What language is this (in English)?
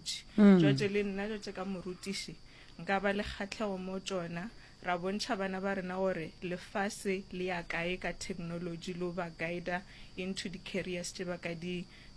Northern Sotho